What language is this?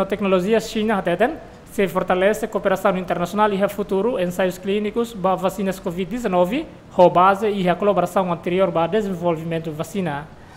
Tetum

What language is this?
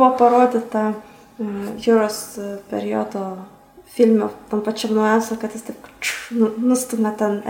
Lithuanian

